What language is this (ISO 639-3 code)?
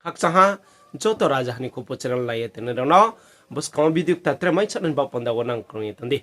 ria